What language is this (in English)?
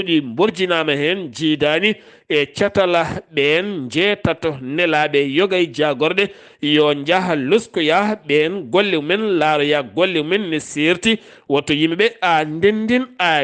Fula